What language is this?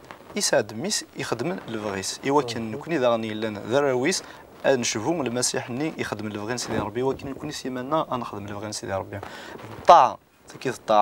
Kabyle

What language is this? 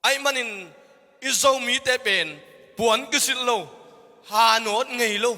Tedim Chin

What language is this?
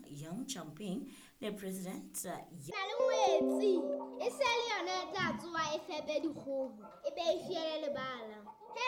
Southern Sotho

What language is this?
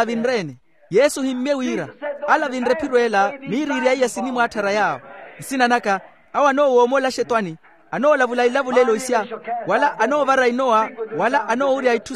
Makhuwa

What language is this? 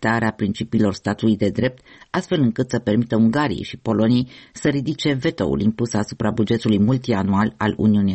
Romanian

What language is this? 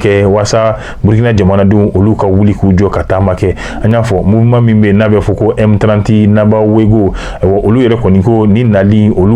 Bambara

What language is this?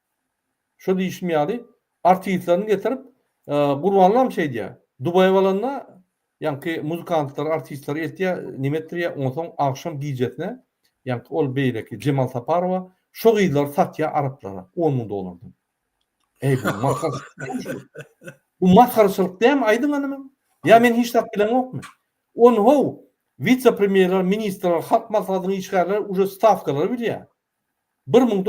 Turkmen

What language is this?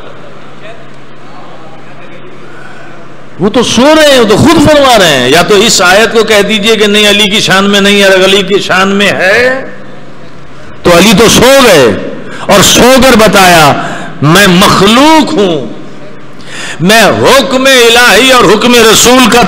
Urdu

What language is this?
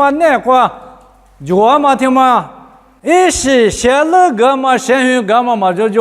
Lisu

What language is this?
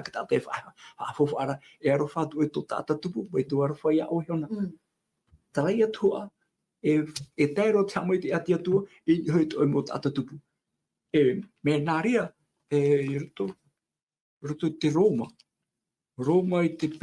Tahitian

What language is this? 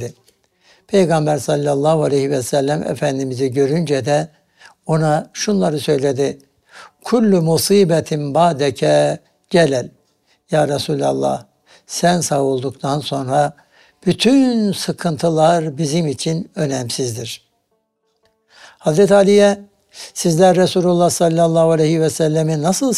Turkish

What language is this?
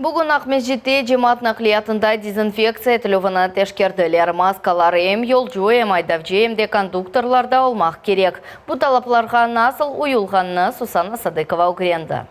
Crimean Tatar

